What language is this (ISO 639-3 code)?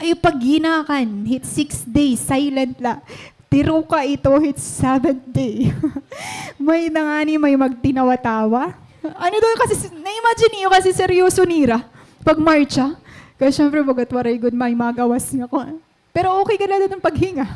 war